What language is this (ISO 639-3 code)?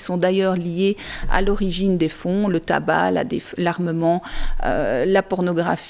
fra